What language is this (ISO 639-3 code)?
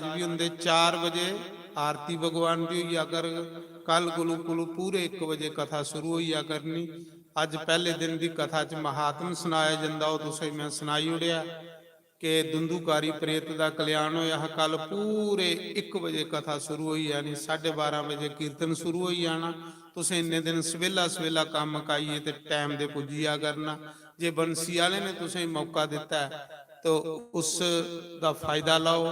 doi